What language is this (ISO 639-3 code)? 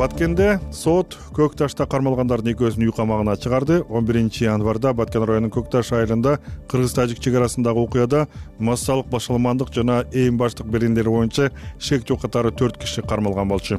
kir